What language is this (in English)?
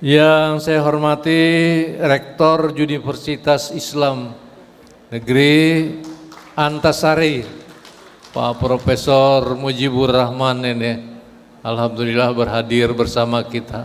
Banjar